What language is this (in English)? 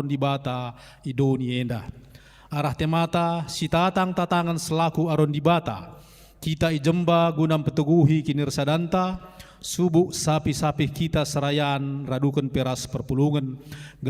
Batak Karo